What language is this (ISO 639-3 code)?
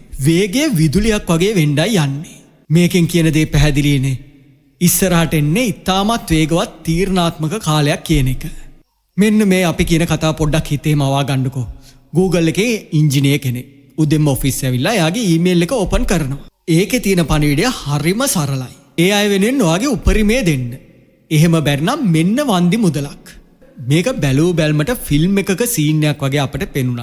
sin